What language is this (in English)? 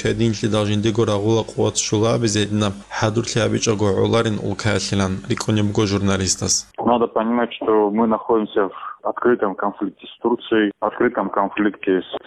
Avaric